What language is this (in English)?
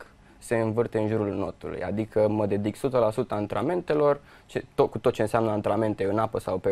Romanian